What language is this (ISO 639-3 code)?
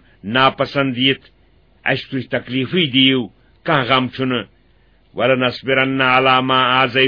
kas